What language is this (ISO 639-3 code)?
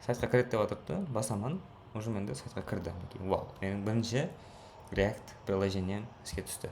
kaa